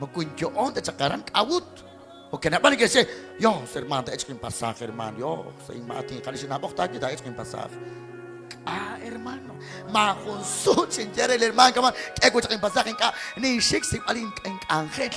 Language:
Kekchí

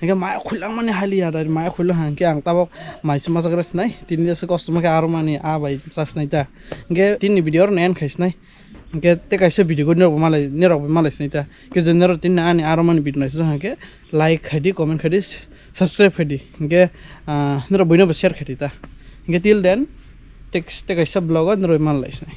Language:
Kok Borok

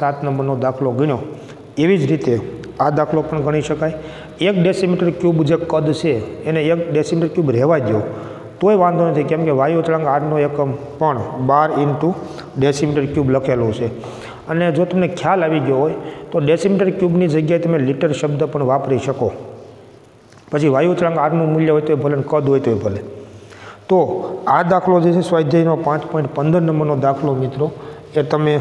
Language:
Gujarati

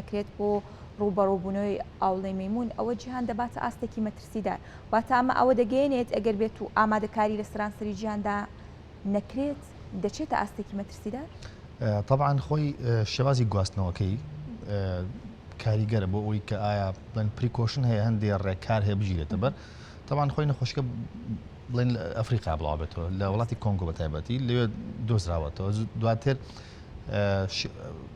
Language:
Central Kurdish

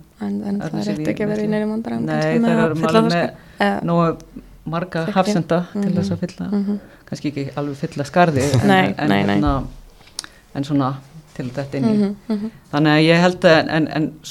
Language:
Icelandic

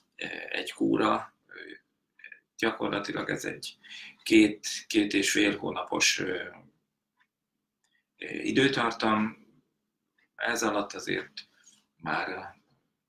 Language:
Hungarian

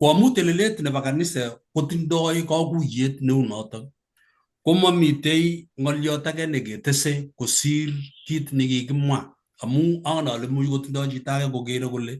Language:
Kalenjin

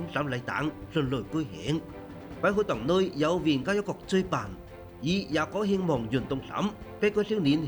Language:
Vietnamese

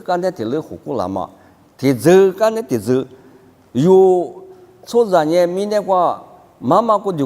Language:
Lisu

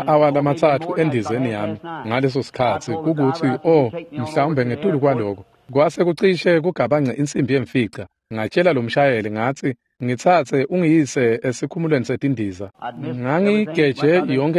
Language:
Swati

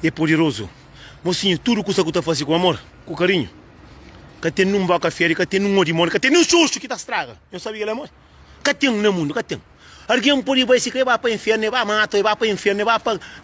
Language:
Kabuverdianu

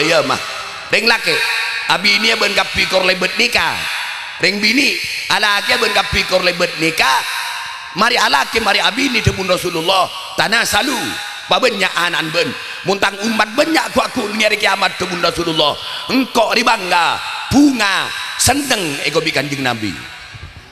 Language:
Madurese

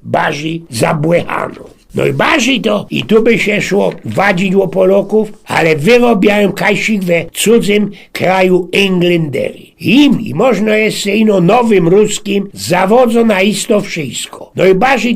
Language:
Silesian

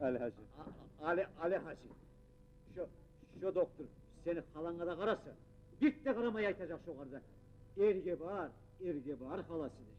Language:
Kumyk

